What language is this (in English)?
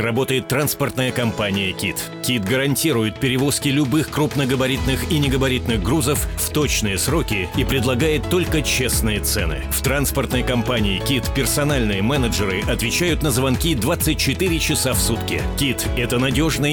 Russian